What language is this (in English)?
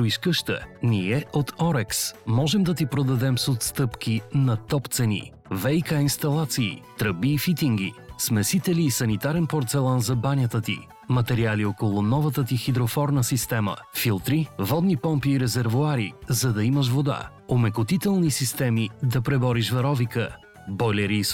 Bulgarian